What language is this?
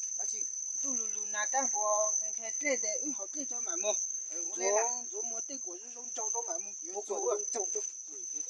Hmong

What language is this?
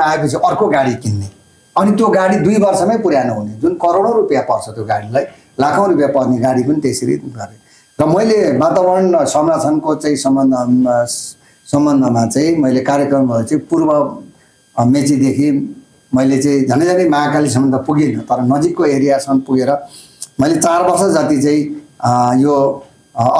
Nepali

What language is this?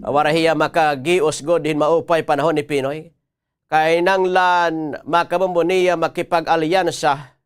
Waray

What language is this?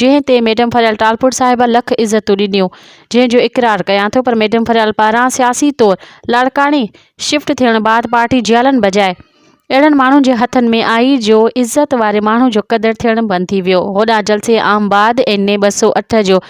Sindhi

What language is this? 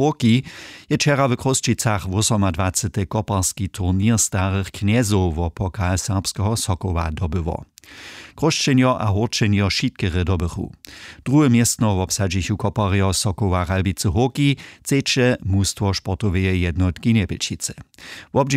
Upper Sorbian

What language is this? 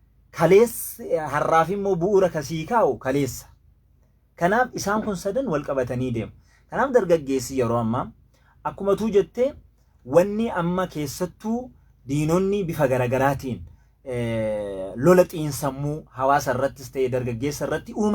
Oromo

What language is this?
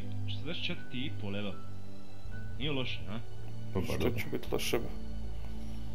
Croatian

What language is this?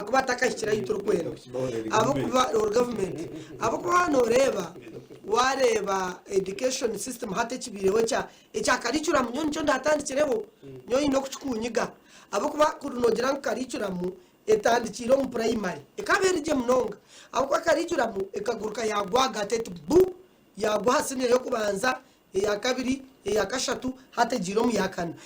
Nyankole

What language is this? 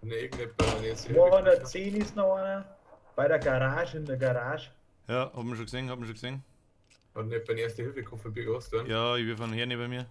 Bavarian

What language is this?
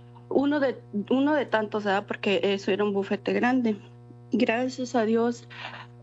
Spanish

